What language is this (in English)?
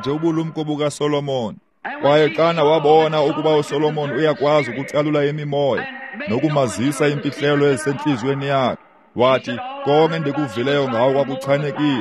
Xhosa